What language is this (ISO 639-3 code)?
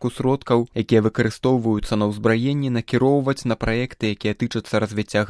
bel